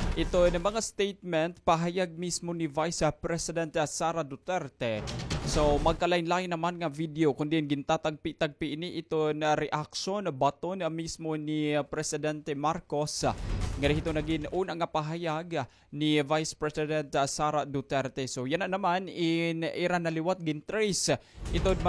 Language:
Waray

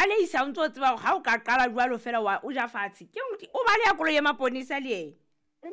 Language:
Southern Sotho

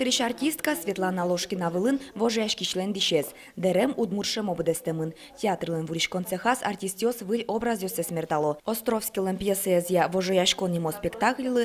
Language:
Udmurt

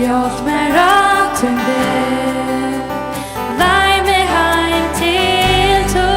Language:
Faroese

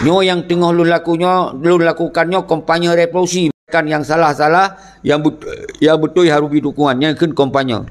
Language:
Achinese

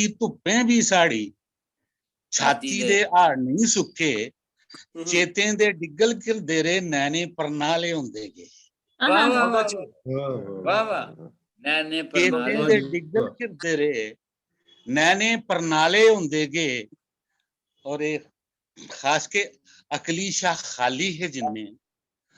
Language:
Dogri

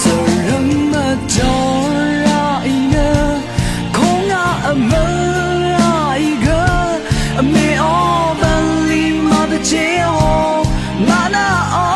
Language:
Rawang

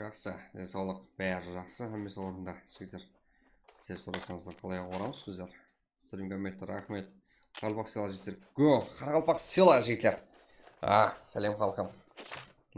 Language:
Kara-Kalpak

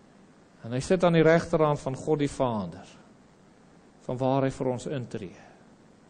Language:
Afrikaans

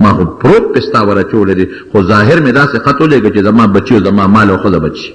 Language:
Pashto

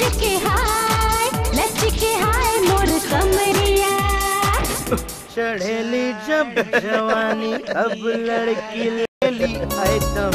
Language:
Bhojpuri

